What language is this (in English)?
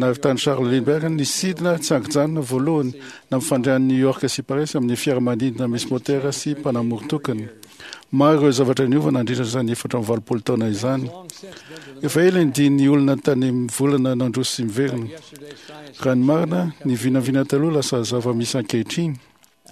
Malagasy